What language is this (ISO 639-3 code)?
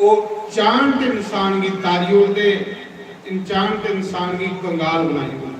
doi